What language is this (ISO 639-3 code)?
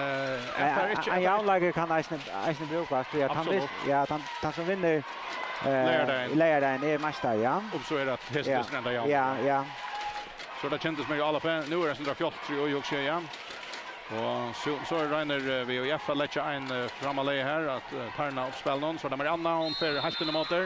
fao